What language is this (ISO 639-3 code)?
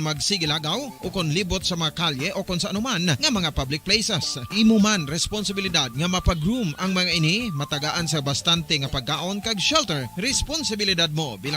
hil